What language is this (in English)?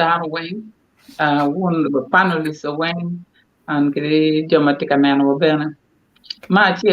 Acoli